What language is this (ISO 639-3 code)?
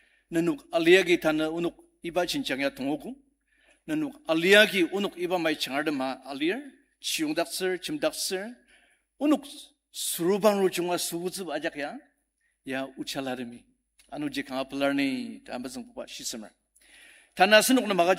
njo